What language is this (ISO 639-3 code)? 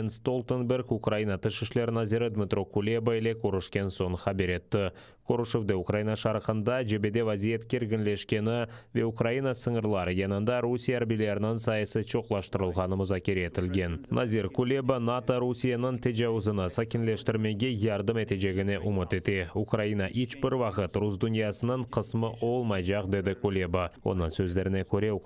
crh